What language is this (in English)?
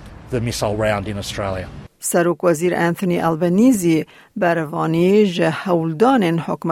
Kurdish